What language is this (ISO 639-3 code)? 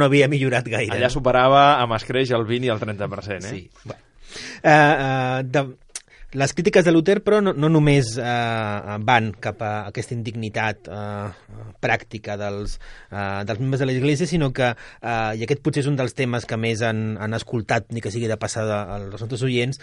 cat